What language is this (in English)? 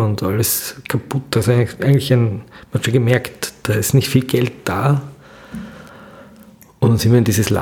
German